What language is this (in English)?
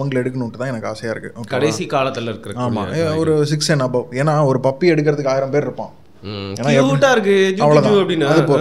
Tamil